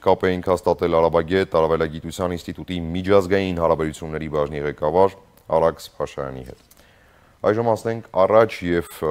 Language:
Armenian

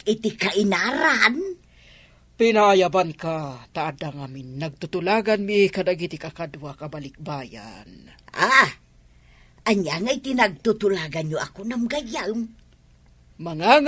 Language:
Iloko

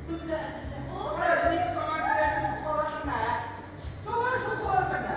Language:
Tatar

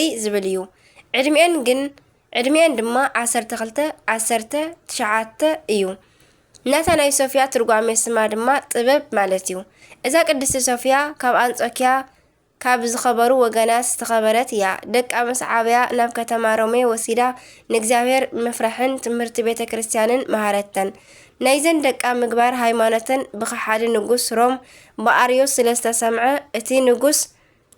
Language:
Tigrinya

